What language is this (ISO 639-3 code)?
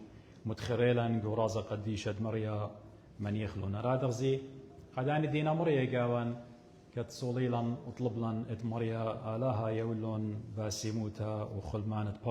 aii